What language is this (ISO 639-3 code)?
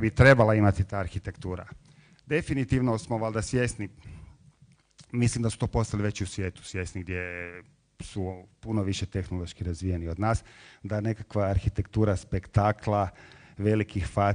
hrv